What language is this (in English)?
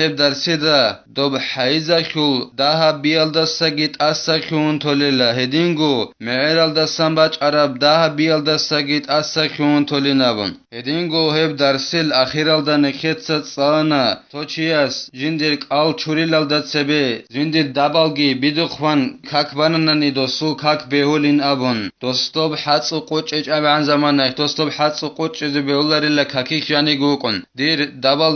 Avaric